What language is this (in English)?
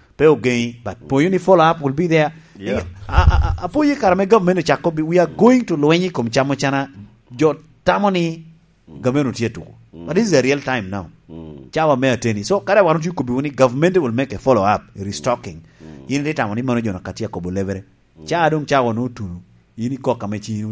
Lango (Uganda)